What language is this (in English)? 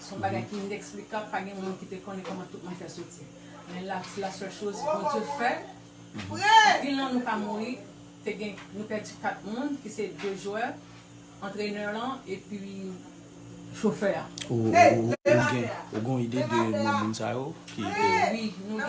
Haitian Creole